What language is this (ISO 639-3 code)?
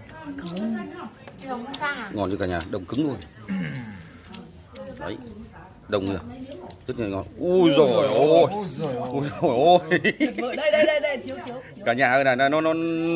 vie